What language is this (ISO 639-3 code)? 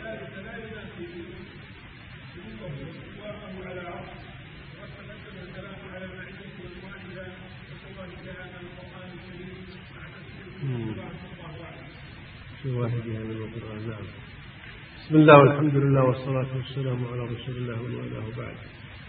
ara